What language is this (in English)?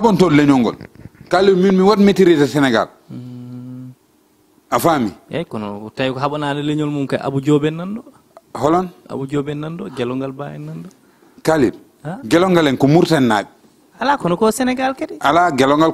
Fula